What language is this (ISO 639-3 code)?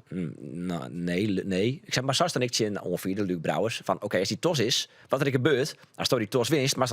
fry